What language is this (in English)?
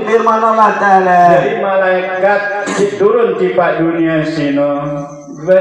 Sasak